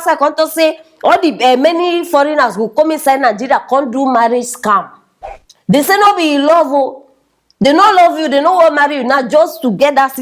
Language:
Nigerian Pidgin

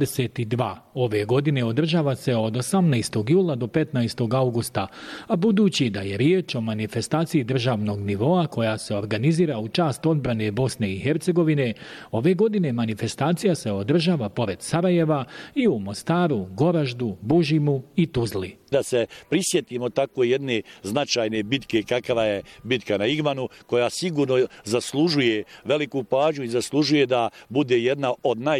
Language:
Bosnian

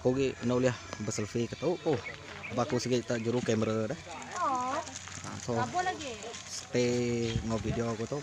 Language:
Iban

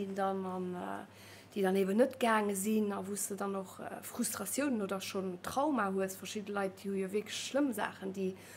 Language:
Luxembourgish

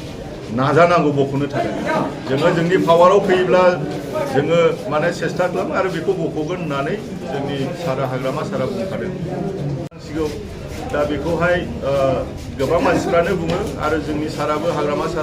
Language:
Bodo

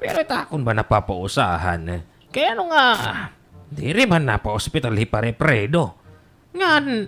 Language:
Waray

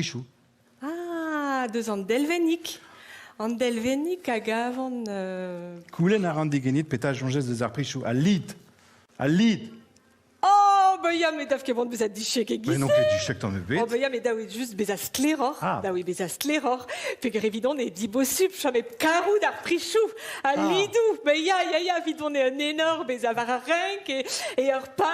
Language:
Breton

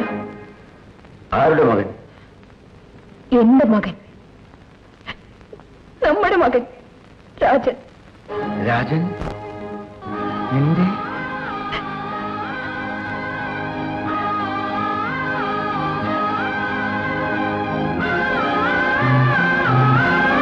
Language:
Malayalam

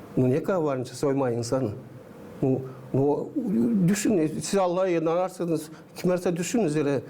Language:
Gagauz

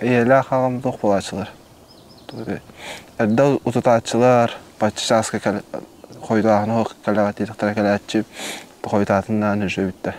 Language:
Yakut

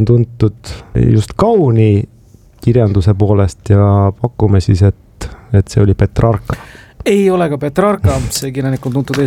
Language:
Estonian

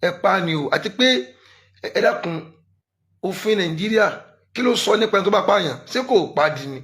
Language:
Yoruba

